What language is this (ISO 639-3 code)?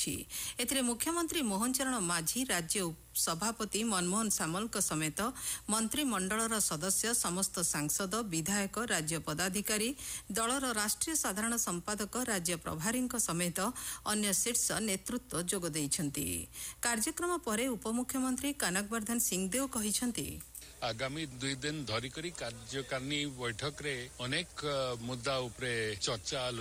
ori